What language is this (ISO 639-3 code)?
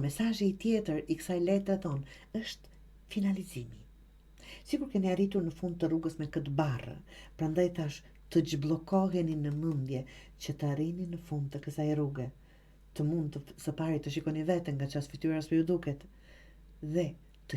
sqi